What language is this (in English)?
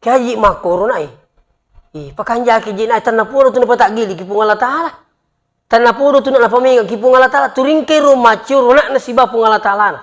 Buginese